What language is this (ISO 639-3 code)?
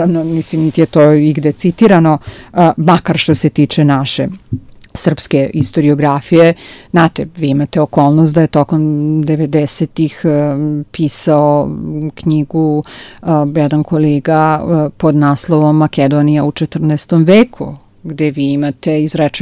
srp